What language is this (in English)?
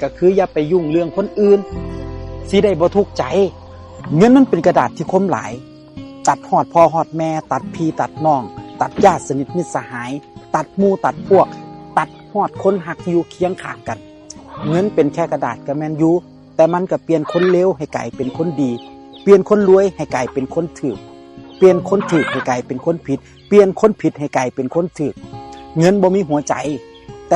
Northeastern Thai